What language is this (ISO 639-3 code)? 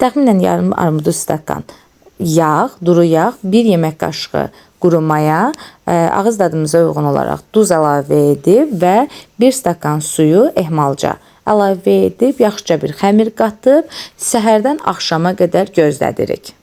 aze